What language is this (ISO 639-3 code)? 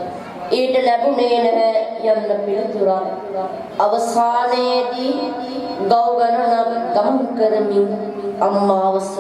sin